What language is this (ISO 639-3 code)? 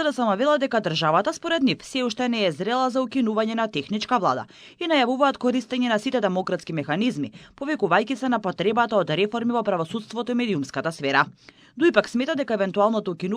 mkd